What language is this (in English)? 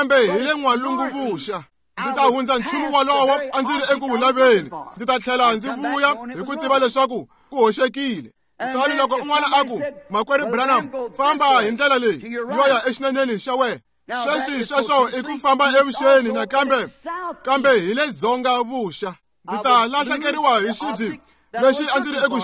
Tsonga